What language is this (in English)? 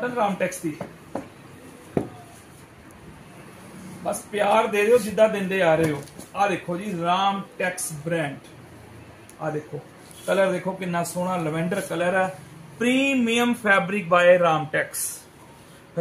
Punjabi